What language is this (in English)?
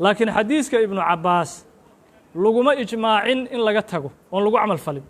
Somali